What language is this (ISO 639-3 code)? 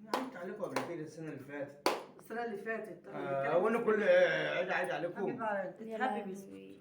arz